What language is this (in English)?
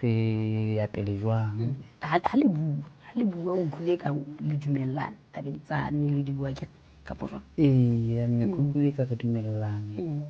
Southern Sotho